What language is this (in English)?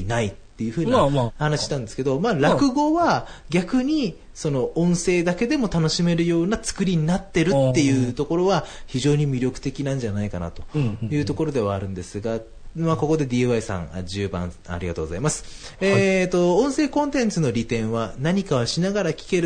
Japanese